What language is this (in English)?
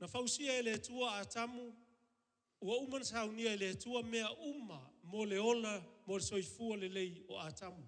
Samoan